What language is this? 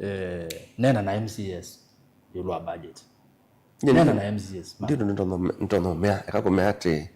Kamba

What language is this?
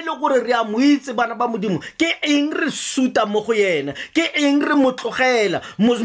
Tswana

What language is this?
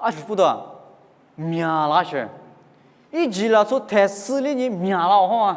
Lisu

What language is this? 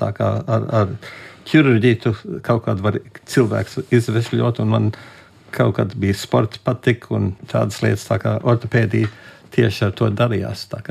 Latvian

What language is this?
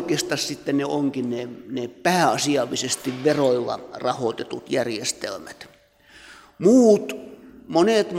Finnish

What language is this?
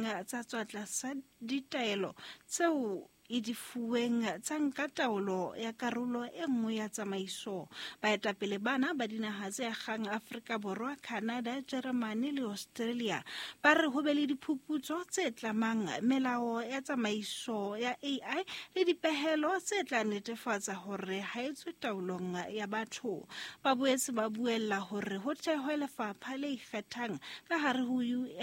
Southern Sotho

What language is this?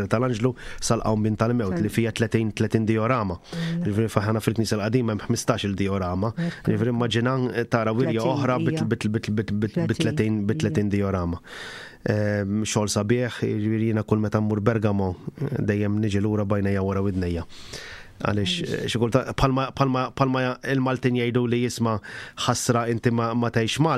Maltese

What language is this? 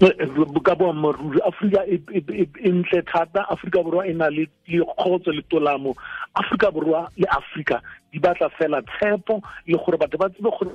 Tswana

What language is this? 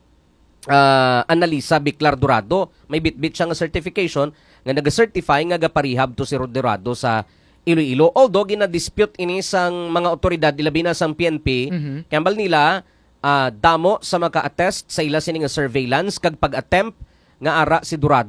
Hiligaynon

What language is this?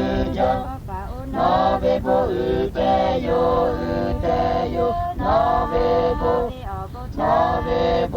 Lahu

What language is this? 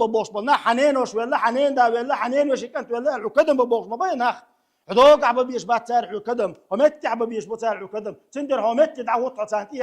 Chechen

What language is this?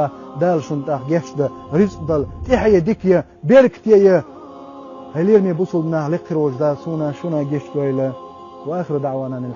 Chechen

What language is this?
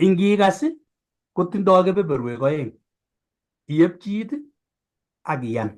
Kalenjin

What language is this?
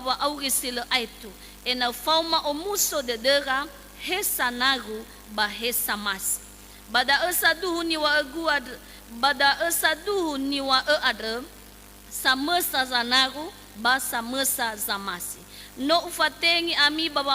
Nias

